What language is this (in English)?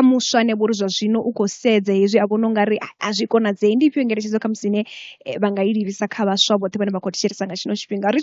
Venda